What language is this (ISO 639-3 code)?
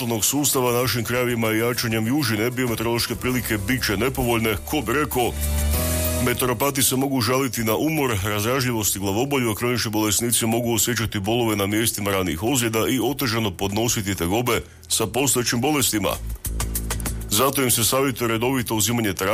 hrv